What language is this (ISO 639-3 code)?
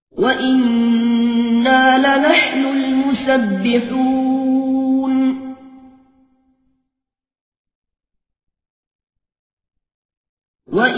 ara